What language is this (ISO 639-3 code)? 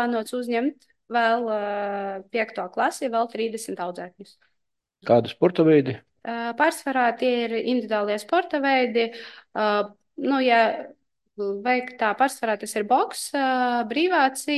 lav